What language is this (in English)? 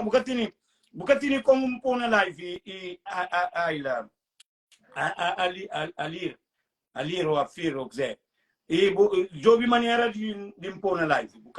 Kabuverdianu